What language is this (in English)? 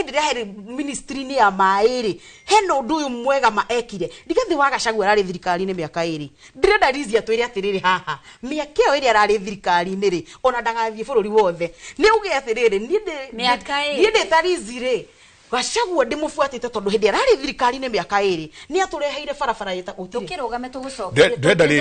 Kikuyu